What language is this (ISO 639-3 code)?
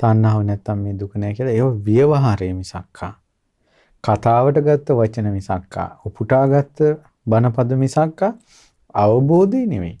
sin